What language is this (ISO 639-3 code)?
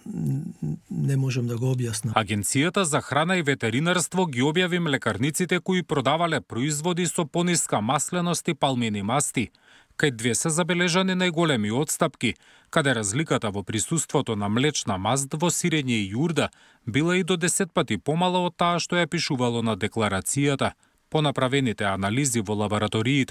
mkd